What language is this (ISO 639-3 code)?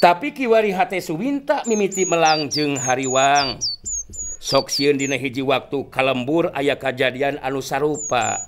sun